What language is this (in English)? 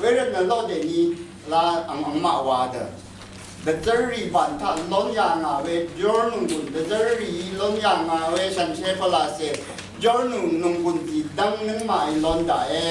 Rawang